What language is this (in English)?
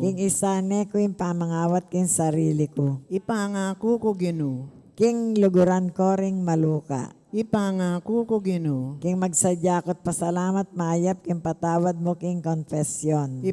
Pampanga